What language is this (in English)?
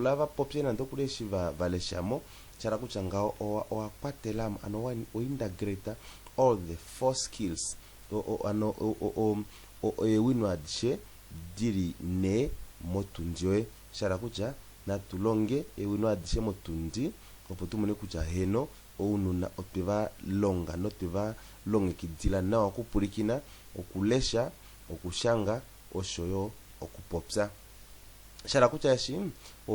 Kuanyama